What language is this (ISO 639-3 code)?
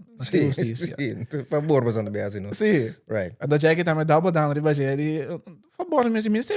pap